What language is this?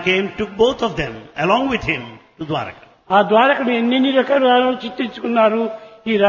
Telugu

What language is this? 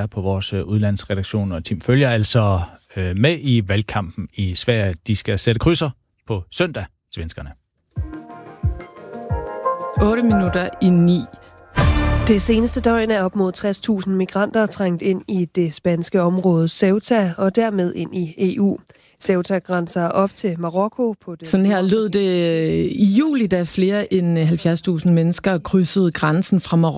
Danish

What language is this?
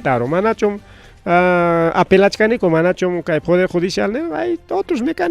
Ayacucho Quechua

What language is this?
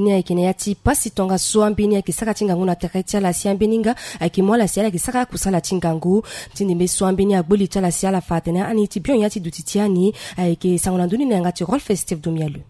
Sango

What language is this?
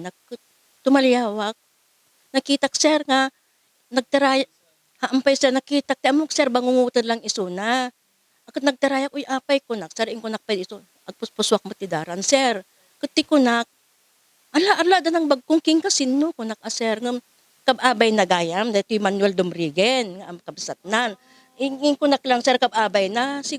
Iloko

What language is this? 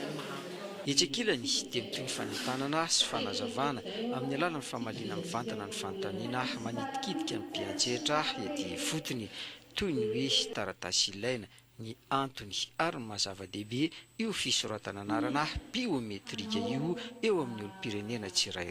Malagasy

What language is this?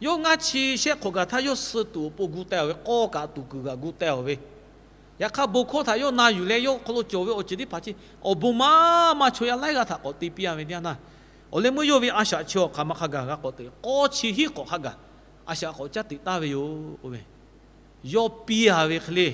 Lahu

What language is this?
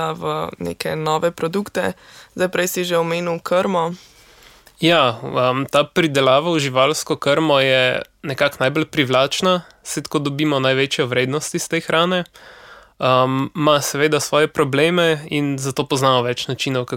Slovenian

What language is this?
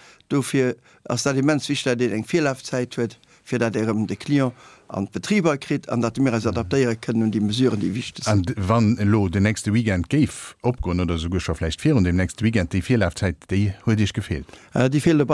Luxembourgish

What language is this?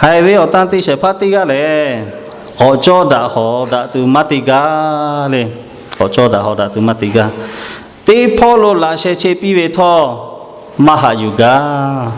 Lahu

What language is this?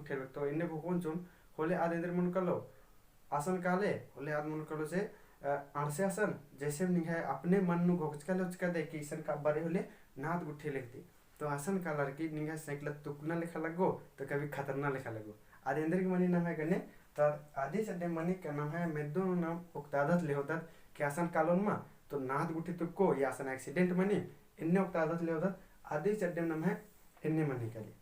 Kurukh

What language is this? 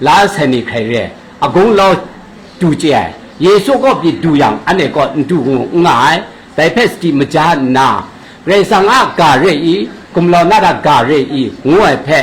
Kachin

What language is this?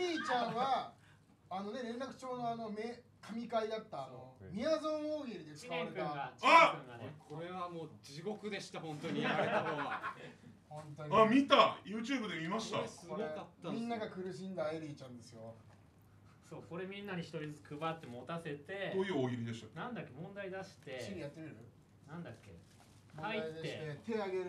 Japanese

